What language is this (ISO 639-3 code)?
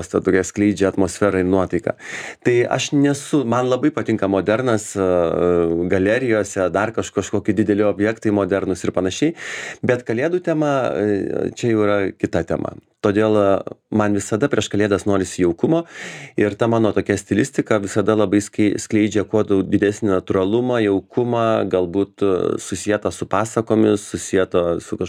lit